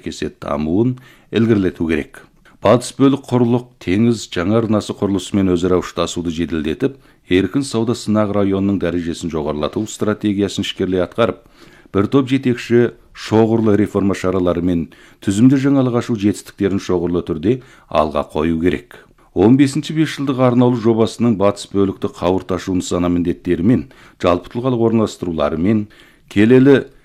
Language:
Kazakh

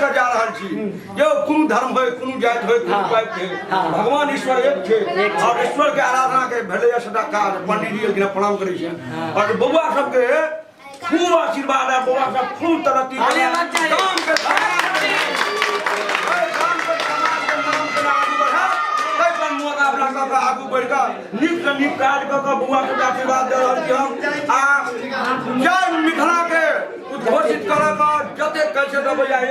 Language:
Maithili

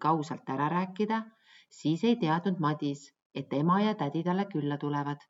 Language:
Estonian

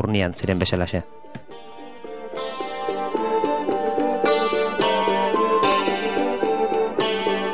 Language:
Basque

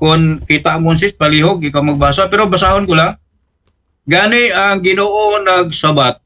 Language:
Aklanon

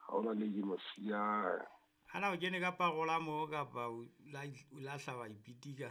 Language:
Southern Sotho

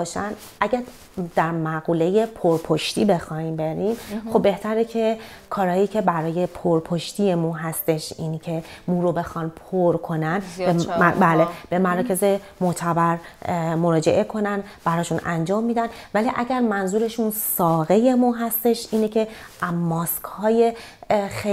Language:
Persian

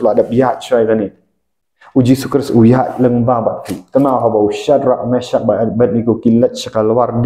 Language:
Khasi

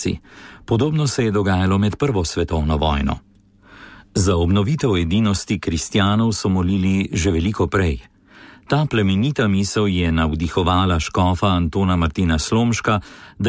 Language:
Slovenian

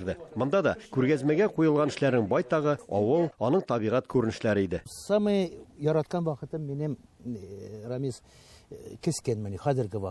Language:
Tatar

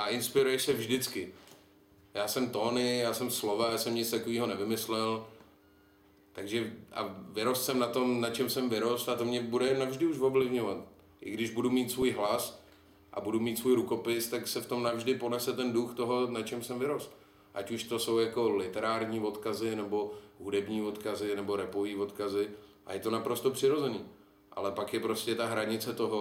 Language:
Czech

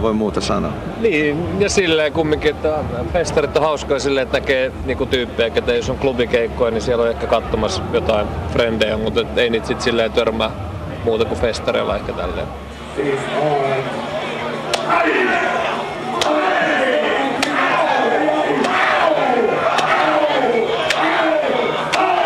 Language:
Finnish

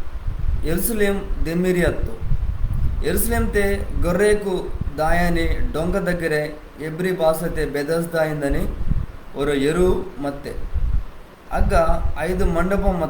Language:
Koya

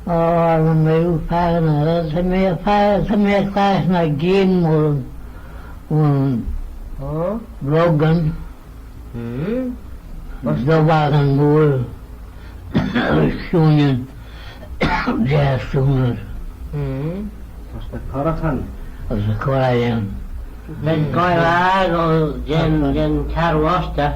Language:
Manx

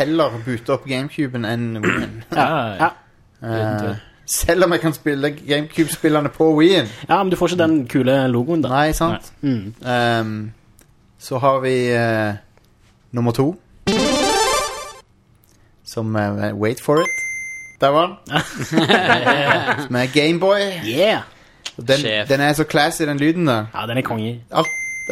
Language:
Norwegian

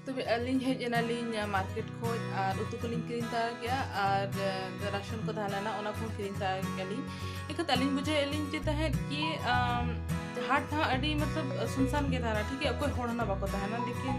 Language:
Santali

